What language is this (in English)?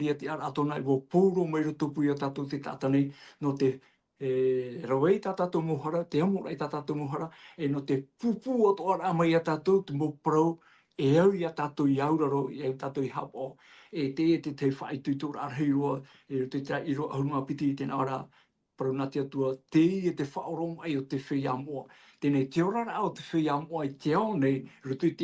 Tahitian